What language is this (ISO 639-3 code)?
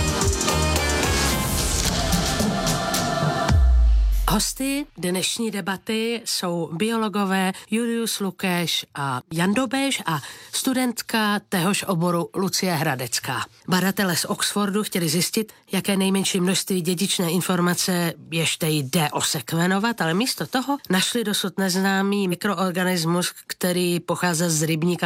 ces